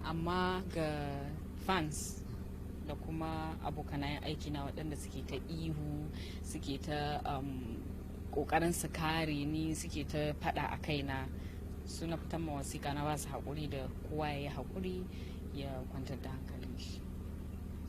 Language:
Hausa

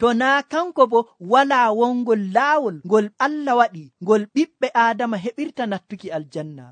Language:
Nigerian Fulfulde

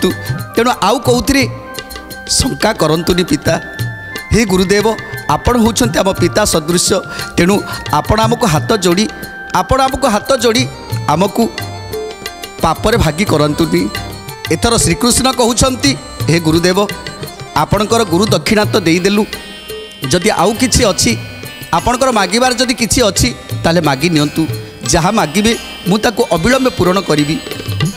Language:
Odia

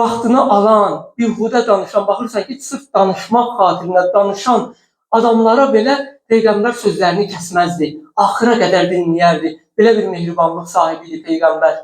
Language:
Azerbaijani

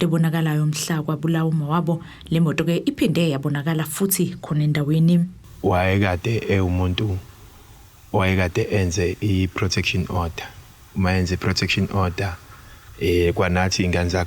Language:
Zulu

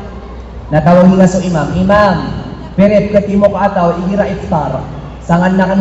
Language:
Maranao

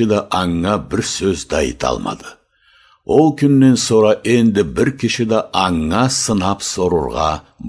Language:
Karachay-Balkar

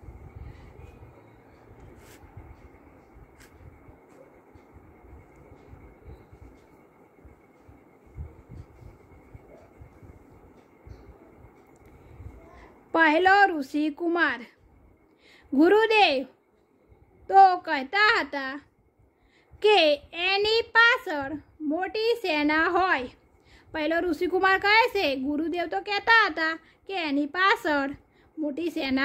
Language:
Gujarati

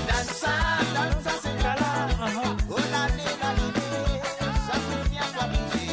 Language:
Morisyen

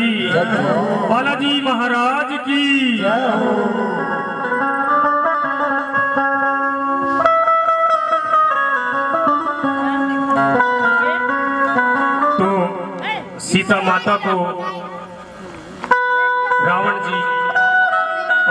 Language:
Hindi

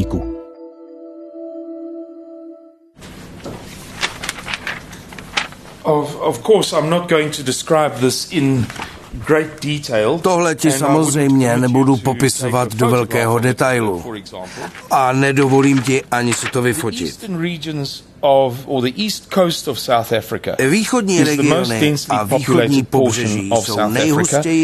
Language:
Czech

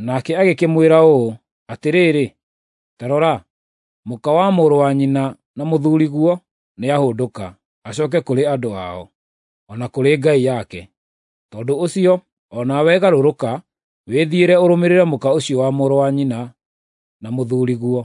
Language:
Kikuyu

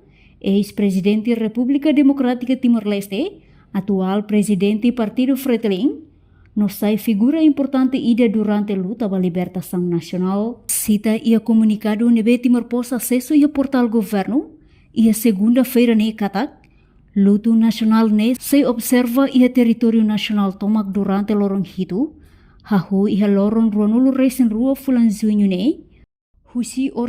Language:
Tetum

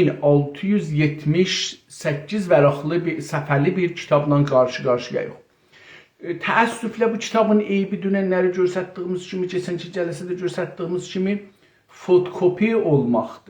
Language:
South Azerbaijani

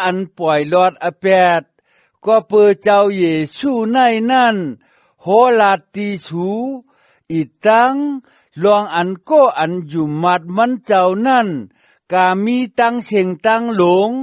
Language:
Shan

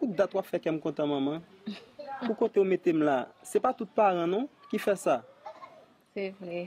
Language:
Haitian Creole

